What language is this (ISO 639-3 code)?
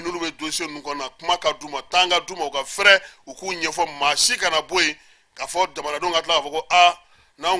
bam